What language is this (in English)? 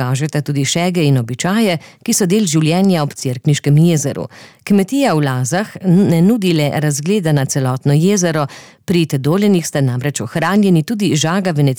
Slovenian